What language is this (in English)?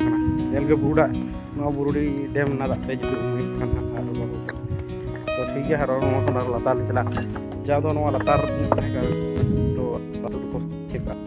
Santali